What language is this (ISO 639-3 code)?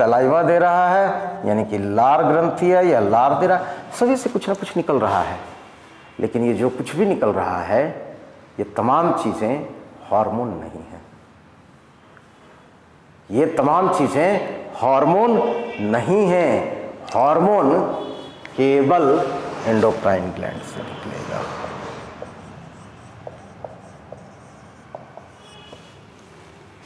hin